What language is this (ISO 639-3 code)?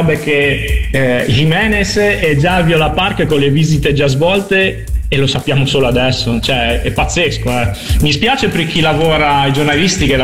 ita